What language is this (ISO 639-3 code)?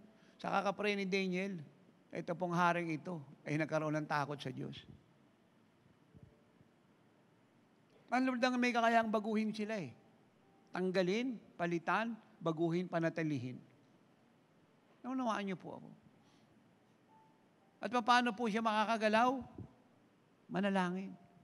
fil